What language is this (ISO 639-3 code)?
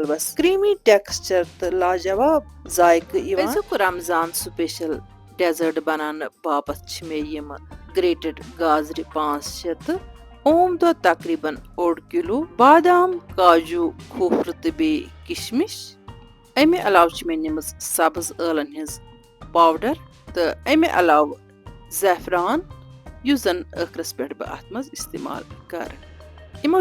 kas